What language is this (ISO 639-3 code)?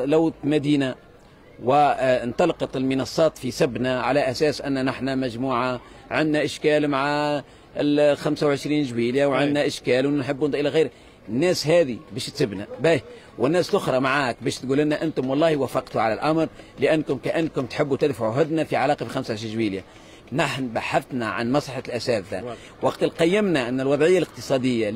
aeb